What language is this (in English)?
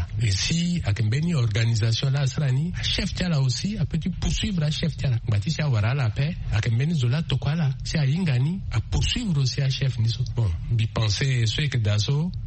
Sango